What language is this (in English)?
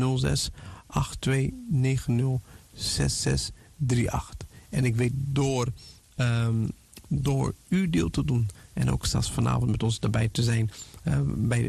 Dutch